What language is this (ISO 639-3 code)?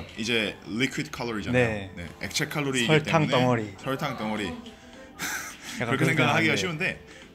kor